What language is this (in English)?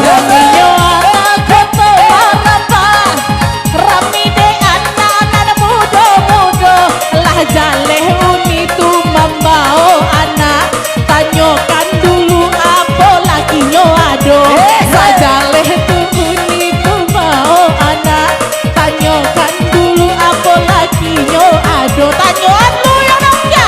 Minangkabau